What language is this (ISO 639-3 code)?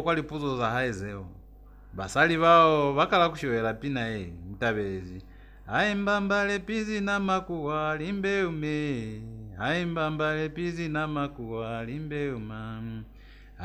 loz